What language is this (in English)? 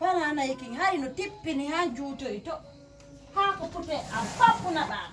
Fula